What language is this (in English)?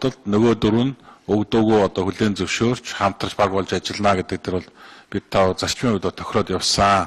Mongolian